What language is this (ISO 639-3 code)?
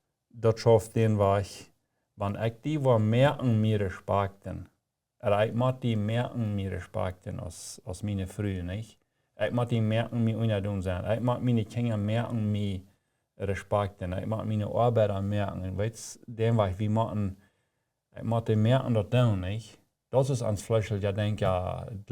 pdt